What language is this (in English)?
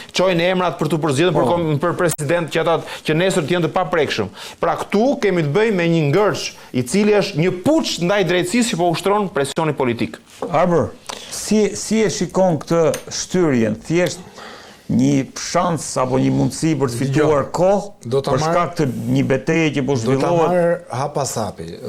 Albanian